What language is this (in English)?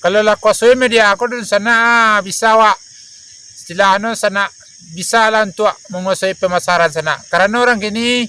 Minangkabau